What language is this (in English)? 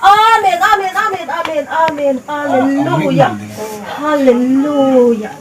Hmar